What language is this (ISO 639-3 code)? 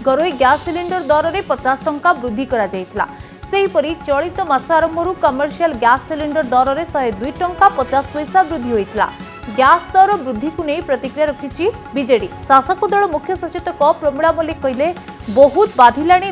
ori